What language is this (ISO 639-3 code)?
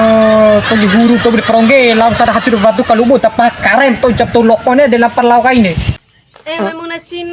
bhp